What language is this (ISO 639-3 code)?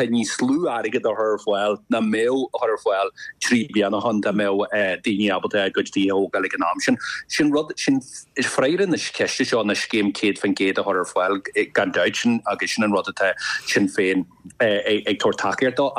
gle